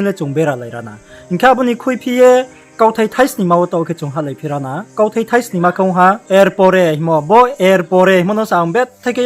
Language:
Riang (India)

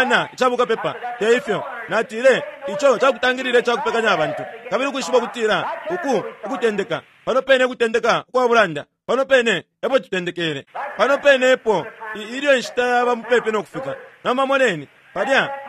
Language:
Bemba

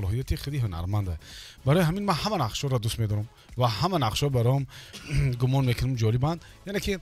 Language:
Tajik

